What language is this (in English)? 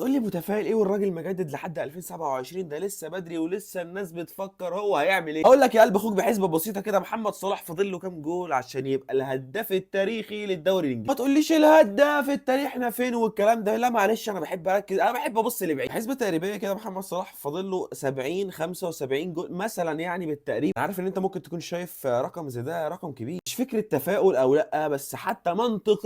Egyptian Arabic